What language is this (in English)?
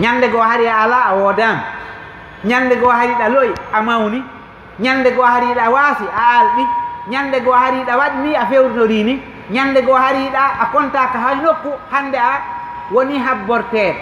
Fula